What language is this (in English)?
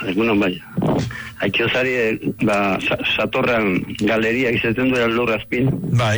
Basque